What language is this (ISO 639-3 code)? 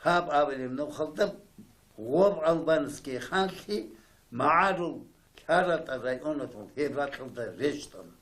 ava